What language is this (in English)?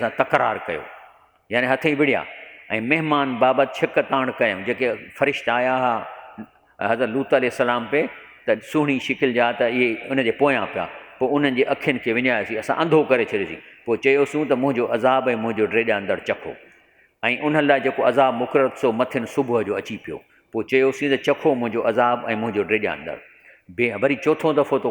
Sindhi